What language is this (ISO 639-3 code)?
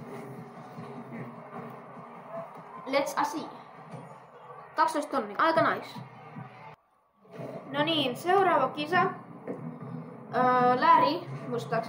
fin